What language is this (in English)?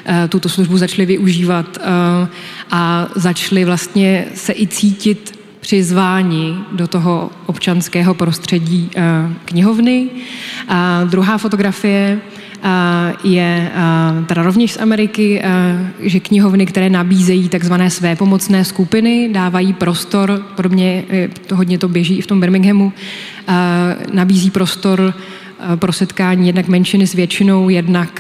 Czech